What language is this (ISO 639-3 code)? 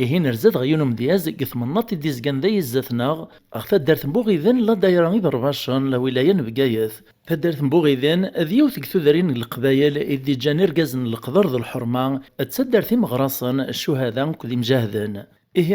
kab